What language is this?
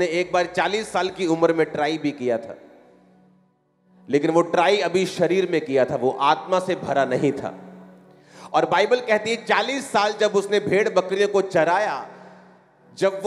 Hindi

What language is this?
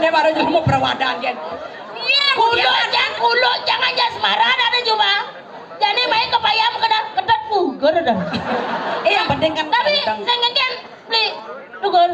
Balinese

